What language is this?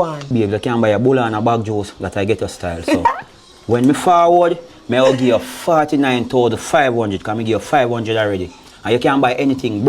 Jamaican Creole English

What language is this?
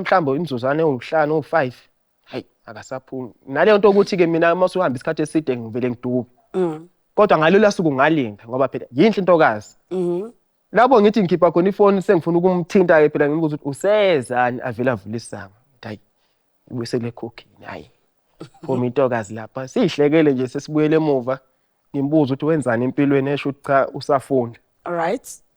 Zulu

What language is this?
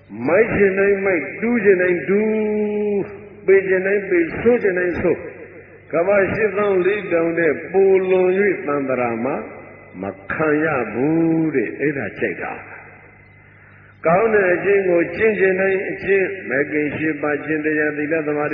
Burmese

